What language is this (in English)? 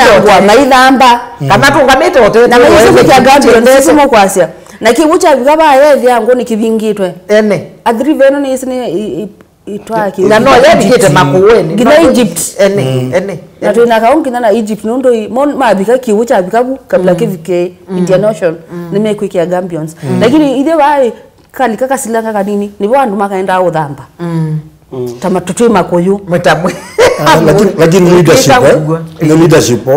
Kamba